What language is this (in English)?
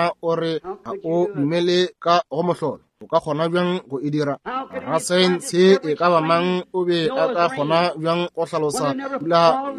Northern Sotho